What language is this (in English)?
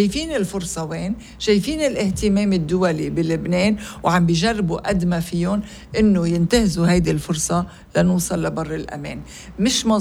North Levantine Arabic